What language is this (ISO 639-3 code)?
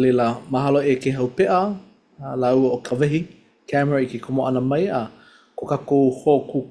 haw